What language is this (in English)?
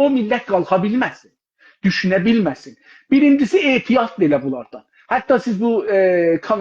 South Azerbaijani